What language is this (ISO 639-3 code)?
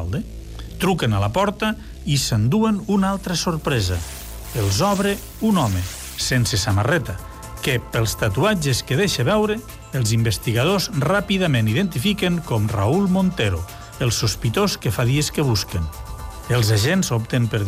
cat